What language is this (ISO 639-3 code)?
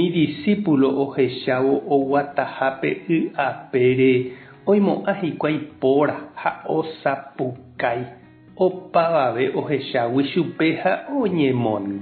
grn